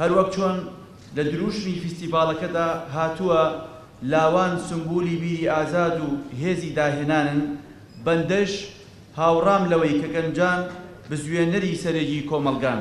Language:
Central Kurdish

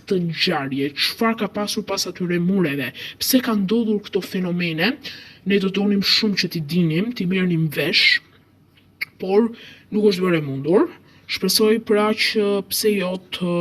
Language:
Albanian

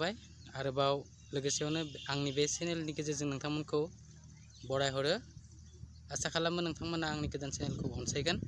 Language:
Bodo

